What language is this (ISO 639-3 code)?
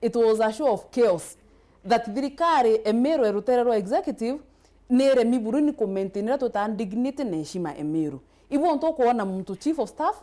mer